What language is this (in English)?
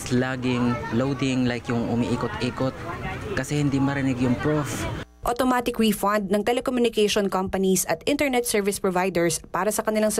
Filipino